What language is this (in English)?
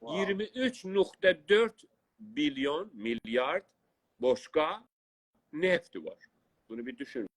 South Azerbaijani